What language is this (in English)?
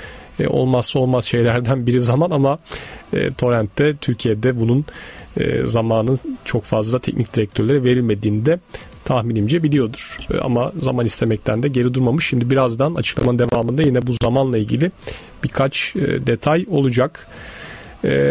Turkish